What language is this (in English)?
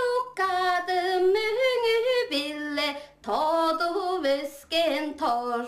Tuvinian